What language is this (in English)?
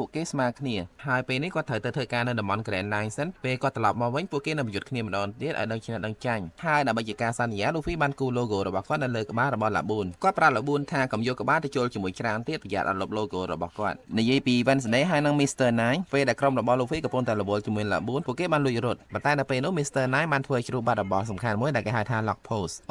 Khmer